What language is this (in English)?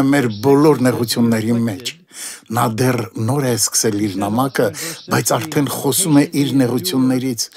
Armenian